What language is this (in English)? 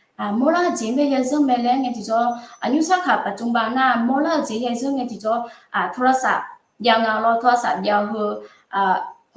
Akha